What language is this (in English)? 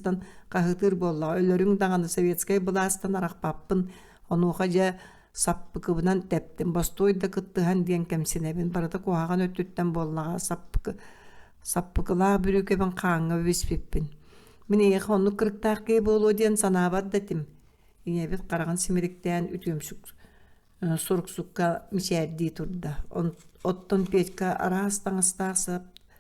Yakut